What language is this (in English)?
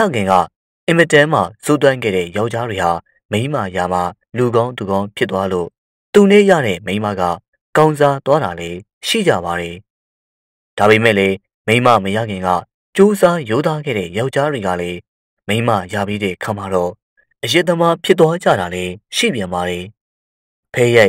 Burmese